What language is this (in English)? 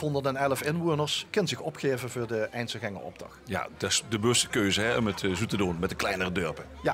Limburgish